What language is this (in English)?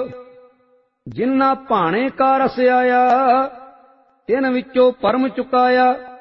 Punjabi